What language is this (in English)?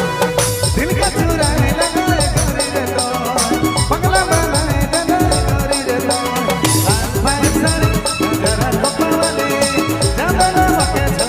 Sadri